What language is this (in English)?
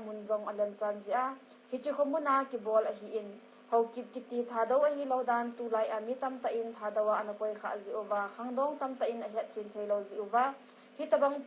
Thado Chin